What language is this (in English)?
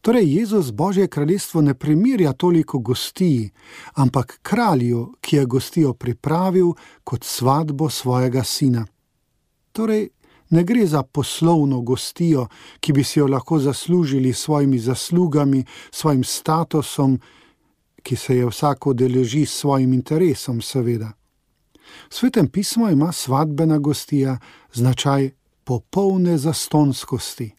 Slovenian